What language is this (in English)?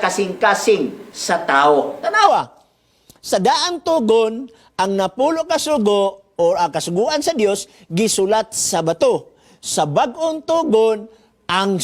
Cebuano